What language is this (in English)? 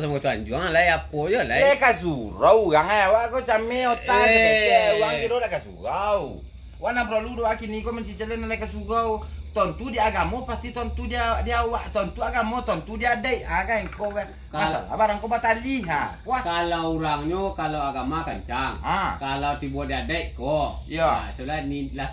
Minangkabau